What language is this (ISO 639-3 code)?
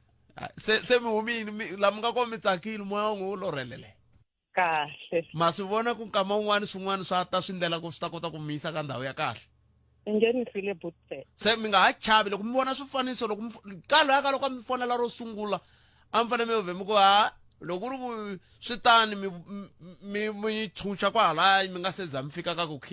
tso